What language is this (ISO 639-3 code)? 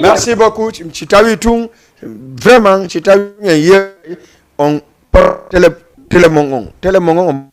ful